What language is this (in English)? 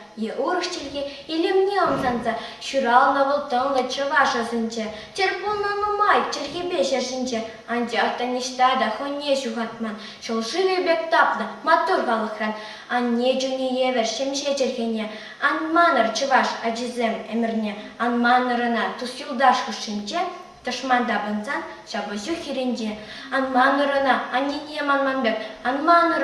Chuvash